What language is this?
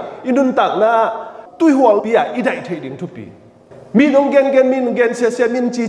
Tedim Chin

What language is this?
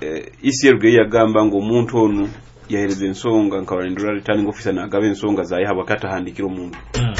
Nyoro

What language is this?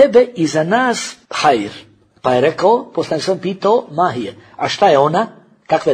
Bosnian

